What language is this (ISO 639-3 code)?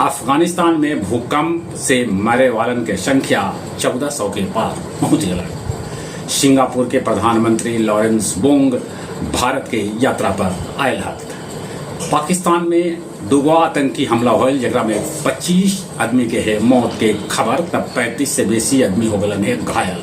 mag